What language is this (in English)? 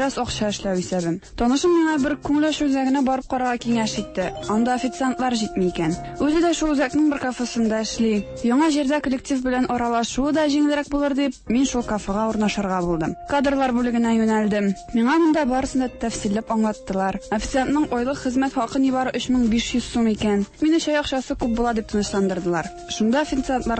Tatar